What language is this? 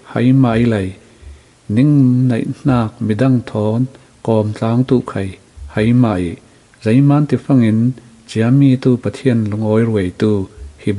Falam Chin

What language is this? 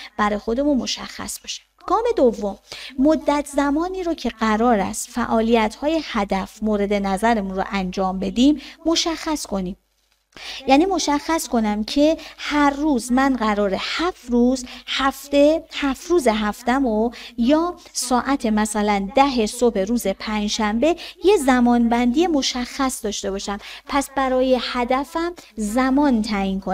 Persian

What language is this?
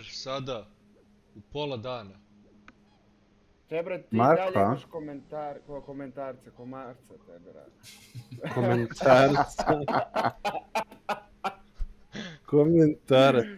Serbian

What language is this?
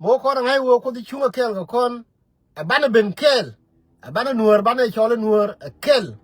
Nuer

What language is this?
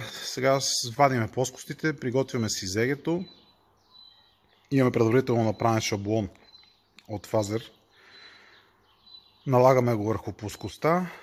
Bulgarian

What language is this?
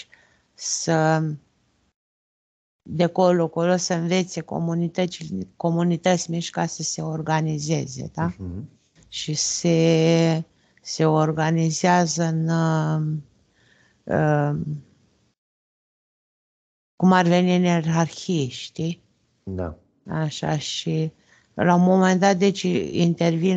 Romanian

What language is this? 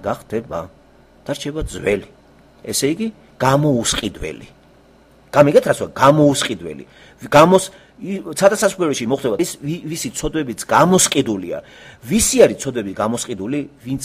Georgian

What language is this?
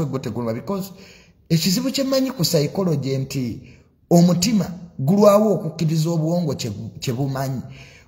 Ganda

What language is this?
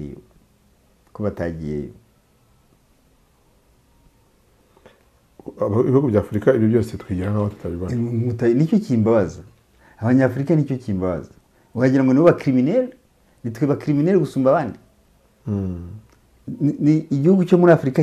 Kinyarwanda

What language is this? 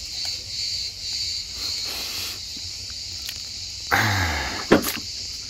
Turkish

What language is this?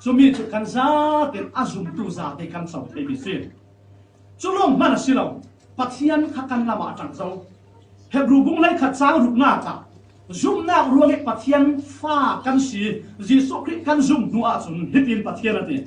Falam Chin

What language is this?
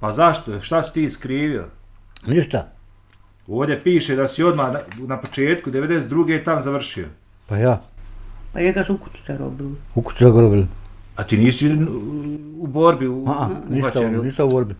Bosnian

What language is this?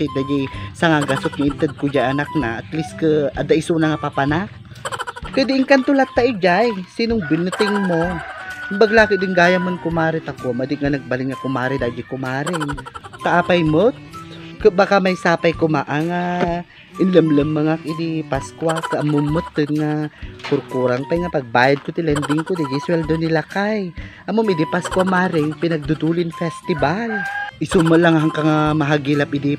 Iloko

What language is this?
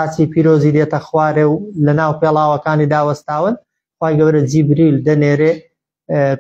Central Kurdish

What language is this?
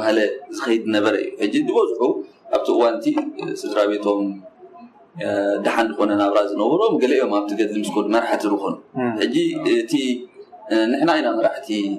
Tigrinya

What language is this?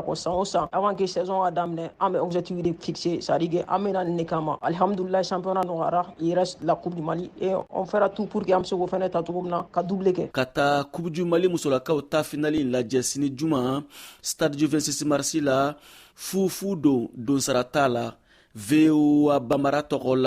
Bambara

